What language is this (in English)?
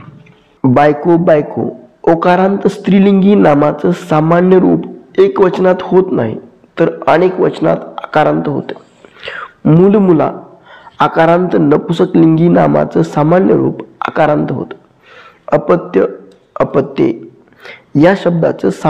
Marathi